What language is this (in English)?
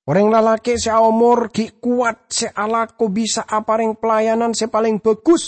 Madurese